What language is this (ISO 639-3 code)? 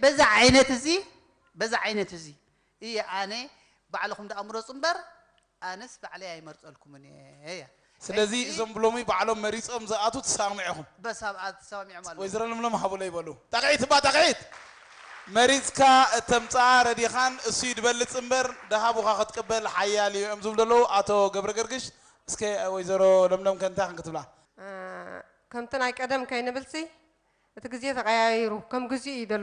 tir